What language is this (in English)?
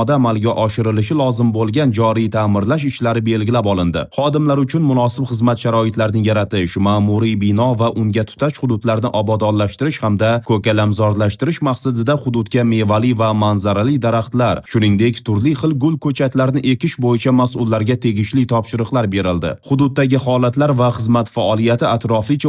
Uzbek